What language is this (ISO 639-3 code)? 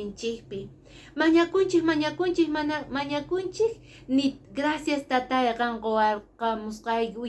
que